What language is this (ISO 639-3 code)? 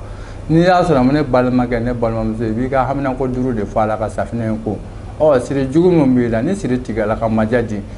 bam